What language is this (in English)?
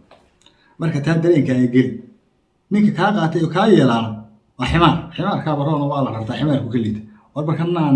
Somali